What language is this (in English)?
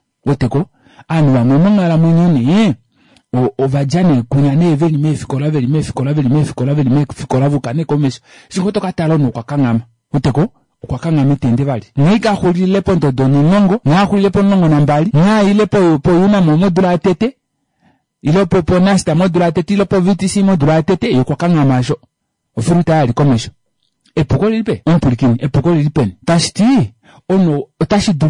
Kuanyama